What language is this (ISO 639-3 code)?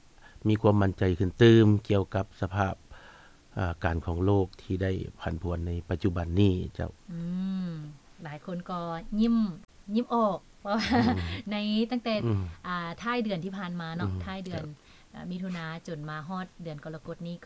lao